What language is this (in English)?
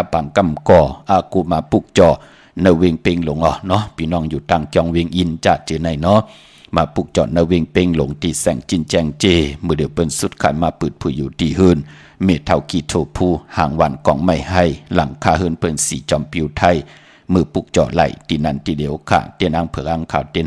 Shan